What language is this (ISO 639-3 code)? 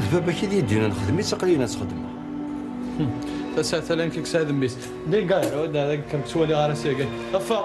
kab